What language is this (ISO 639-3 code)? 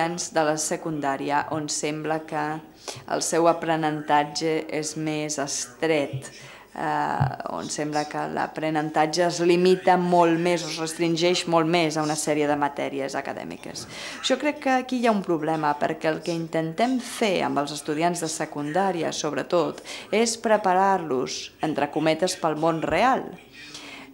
cat